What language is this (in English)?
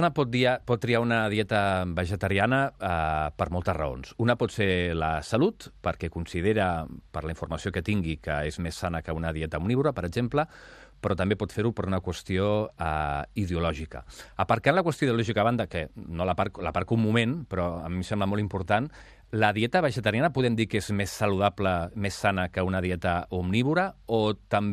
Catalan